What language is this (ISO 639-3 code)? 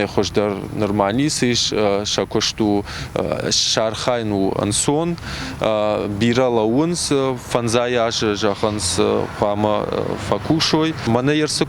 oss